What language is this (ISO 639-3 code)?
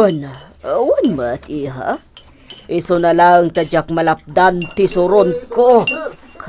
ilo